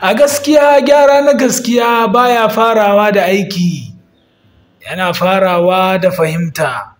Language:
Hausa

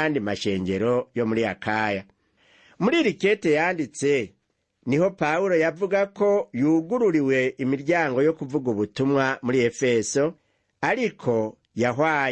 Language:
Rundi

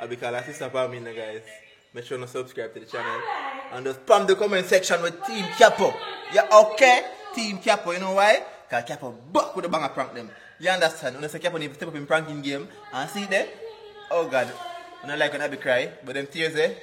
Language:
Jamaican Creole English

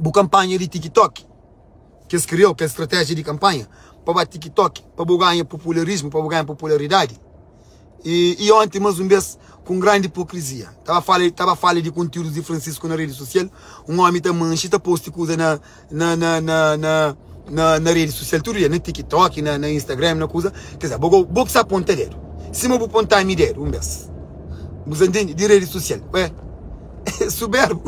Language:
Kabuverdianu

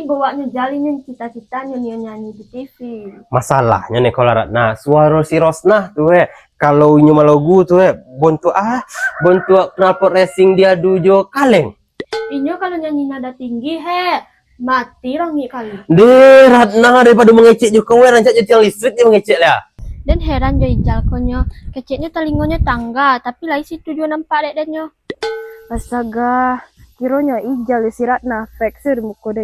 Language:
Minangkabau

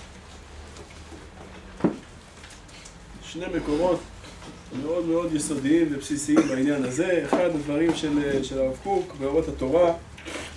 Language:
Hebrew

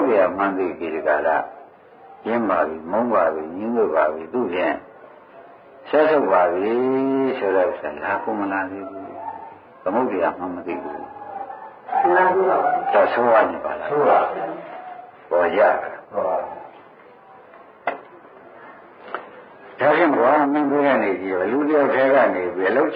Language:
Burmese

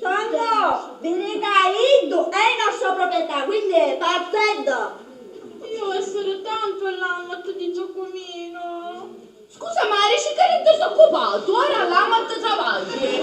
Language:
Sicilian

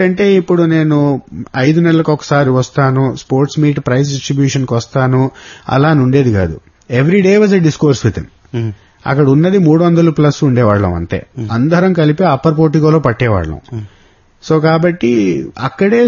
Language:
Telugu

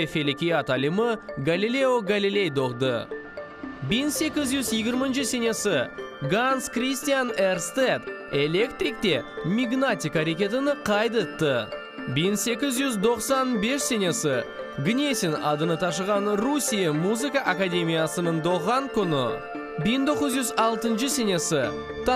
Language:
Crimean Tatar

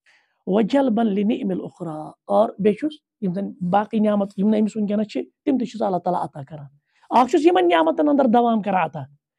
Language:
Kashmiri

